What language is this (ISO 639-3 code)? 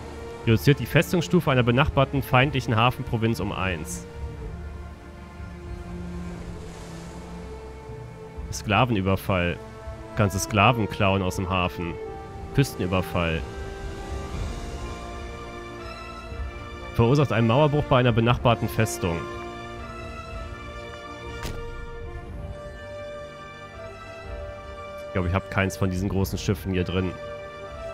deu